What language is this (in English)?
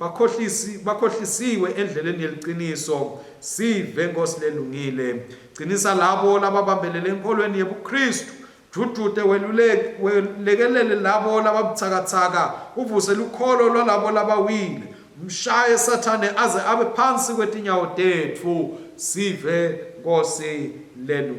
Swati